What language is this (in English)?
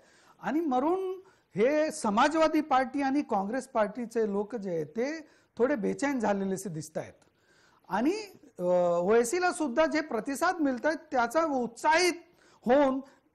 Marathi